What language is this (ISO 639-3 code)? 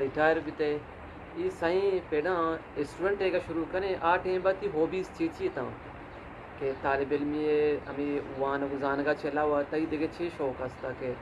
bgp